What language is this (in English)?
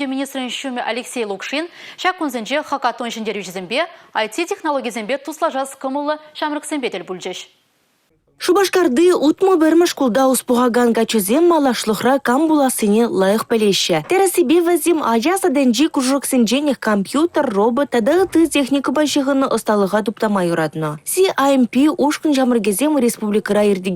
Chuvash